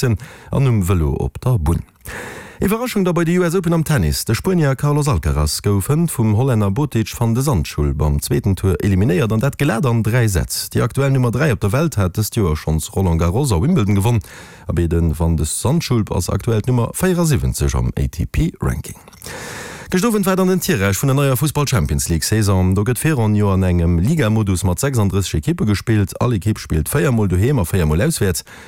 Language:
Luxembourgish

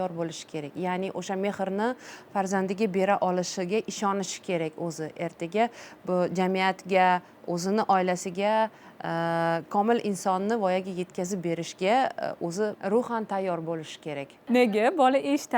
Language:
Uzbek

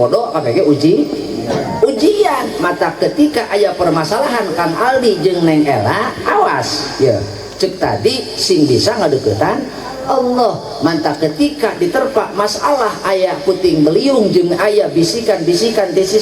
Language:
Sundanese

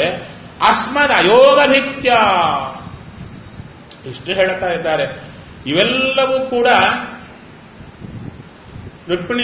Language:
Kannada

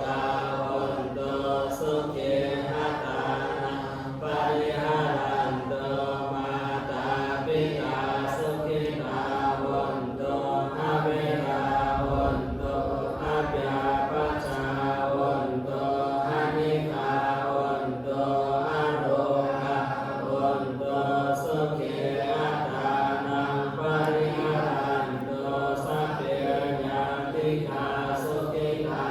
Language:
Pali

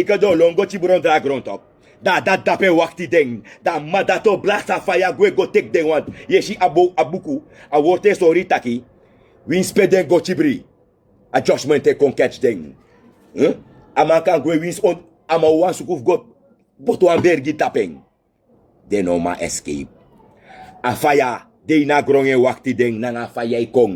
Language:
Sranan Tongo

